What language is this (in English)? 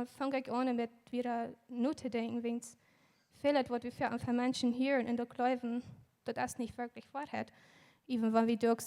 Plautdietsch